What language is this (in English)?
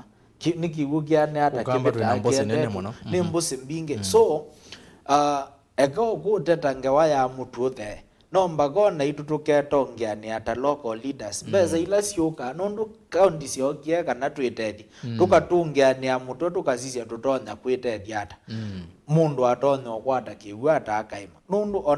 Kamba